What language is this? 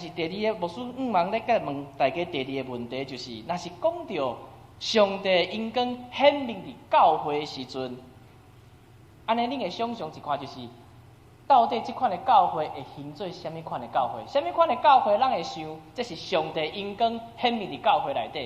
Min Nan Chinese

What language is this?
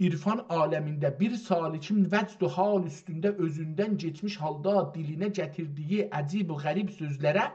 South Azerbaijani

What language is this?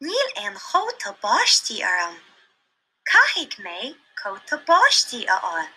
Irish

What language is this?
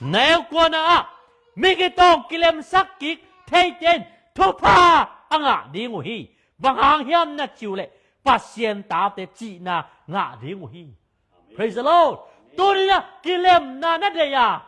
Tedim Chin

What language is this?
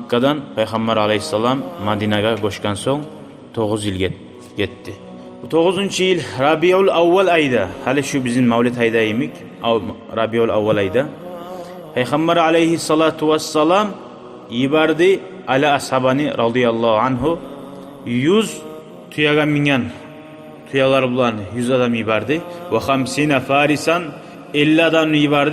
Kumyk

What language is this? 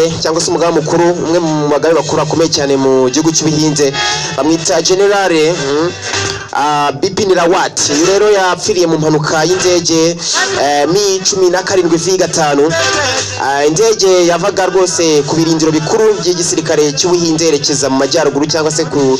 Kinyarwanda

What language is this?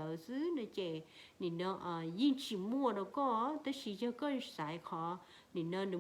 Hmong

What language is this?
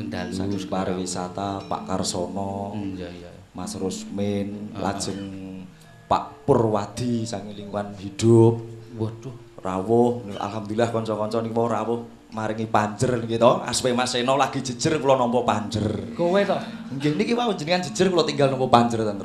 Javanese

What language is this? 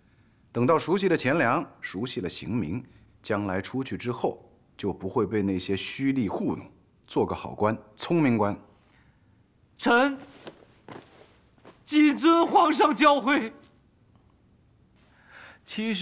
Chinese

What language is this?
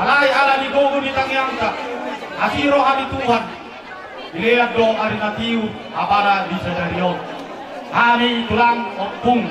Batak Toba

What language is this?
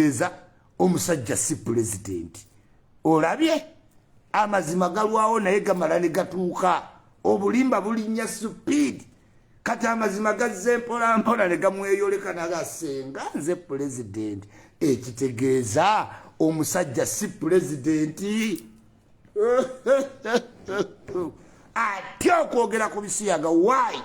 Ganda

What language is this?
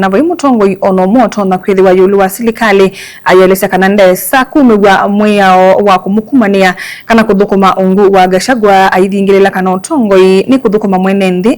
Kamba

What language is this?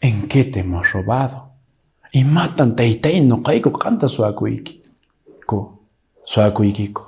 Quechua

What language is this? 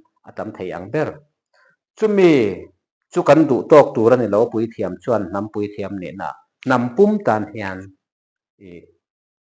Mizo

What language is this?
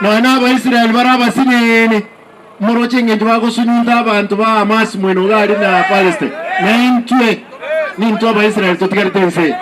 Gusii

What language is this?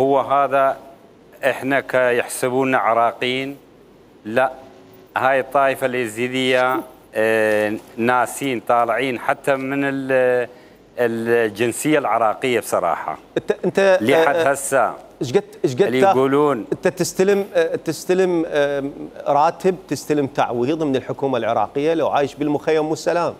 Mesopotamian Arabic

